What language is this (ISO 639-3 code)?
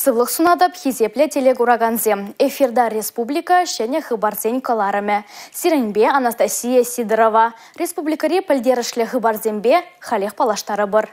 chv